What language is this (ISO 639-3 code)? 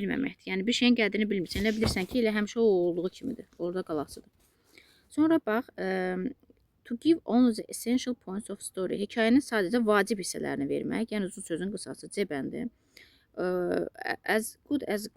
aze